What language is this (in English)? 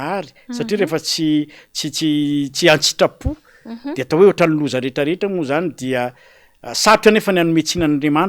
Malagasy